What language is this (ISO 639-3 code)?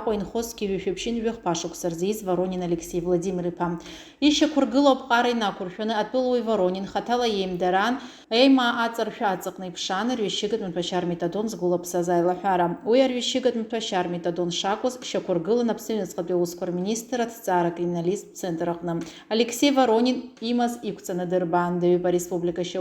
abk